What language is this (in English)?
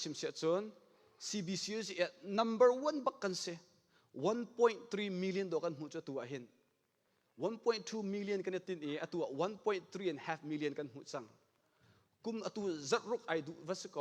Hakha Chin